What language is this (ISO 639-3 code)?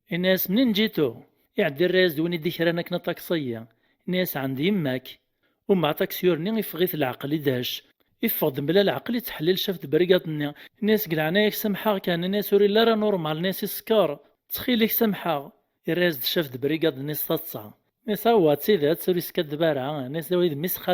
kab